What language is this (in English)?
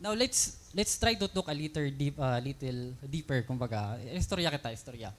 Waray